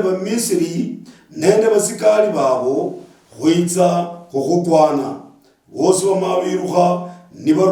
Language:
Luyia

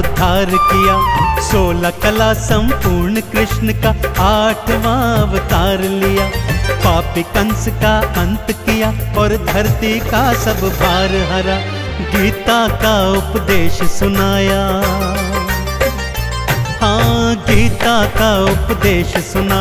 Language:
Hindi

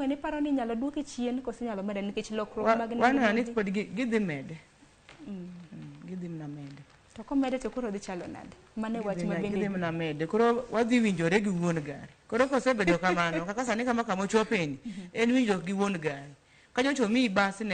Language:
Luo (Kenya and Tanzania)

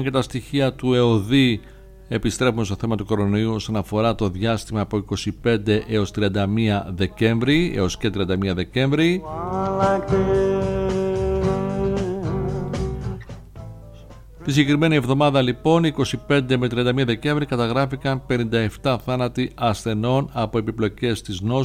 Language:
Greek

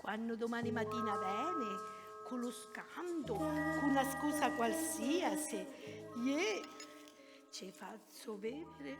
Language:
Sicilian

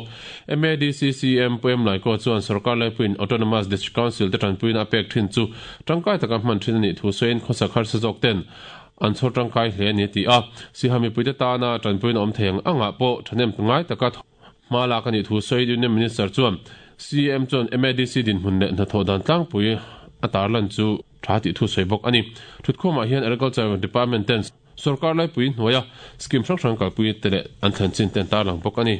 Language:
Mizo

